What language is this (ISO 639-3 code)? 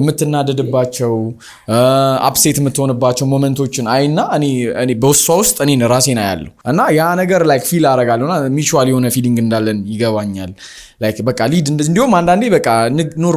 amh